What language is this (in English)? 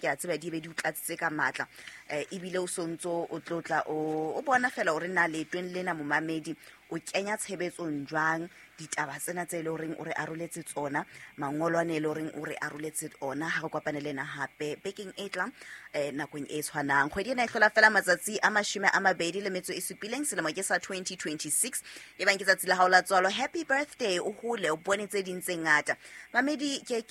Southern Sotho